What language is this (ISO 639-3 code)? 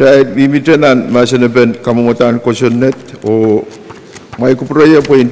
pon